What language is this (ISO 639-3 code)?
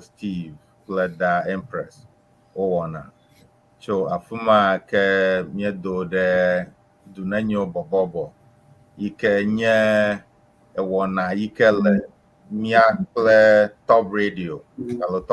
ewe